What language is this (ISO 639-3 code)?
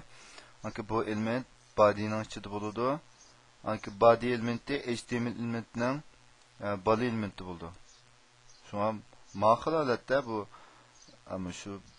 uig